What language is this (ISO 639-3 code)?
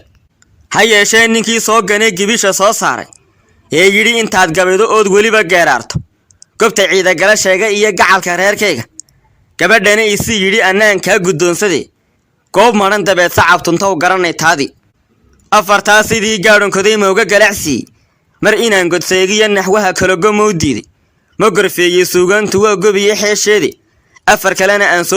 som